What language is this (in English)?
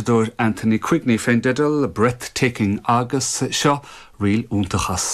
Irish